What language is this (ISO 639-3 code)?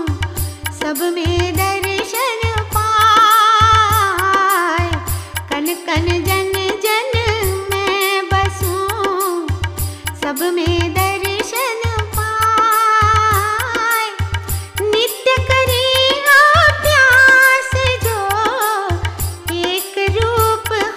hin